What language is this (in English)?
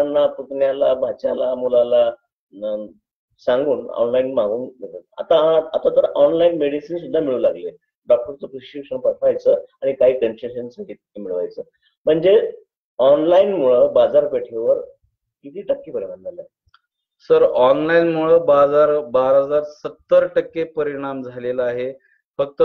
Marathi